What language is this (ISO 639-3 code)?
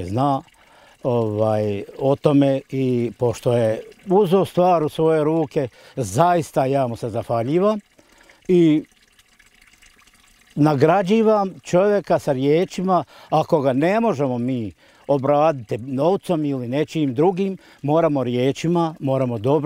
bos